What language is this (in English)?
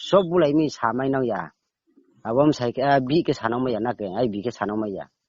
Riang (India)